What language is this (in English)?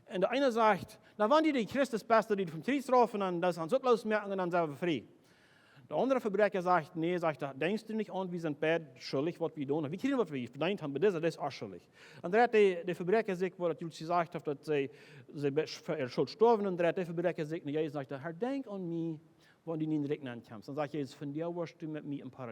Plautdietsch